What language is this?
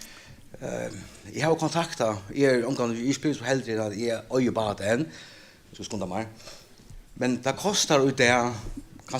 Faroese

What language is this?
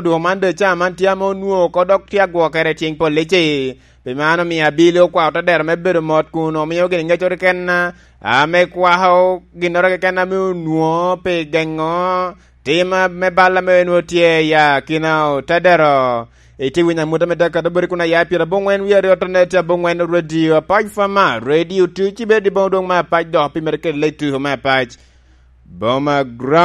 Lango (Uganda)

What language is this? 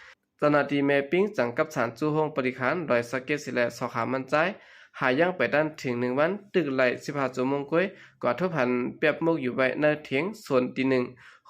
Shan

